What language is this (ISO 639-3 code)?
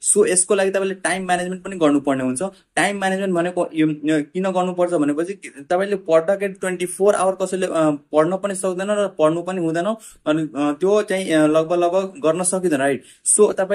nep